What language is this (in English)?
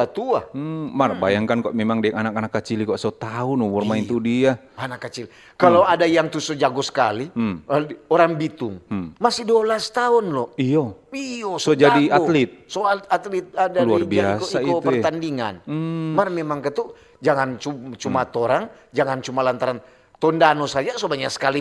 Manado Malay